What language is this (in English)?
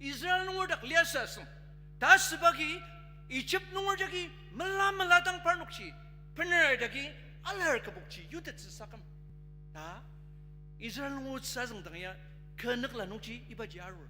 Ao Naga